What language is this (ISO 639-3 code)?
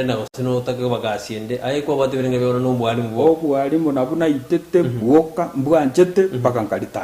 guz